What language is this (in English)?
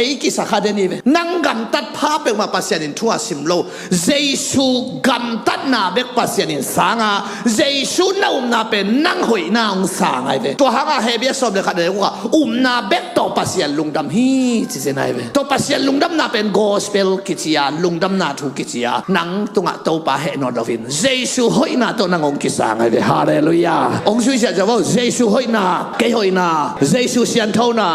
Tedim Chin